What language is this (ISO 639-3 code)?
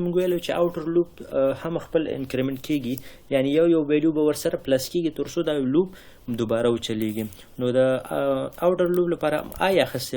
pus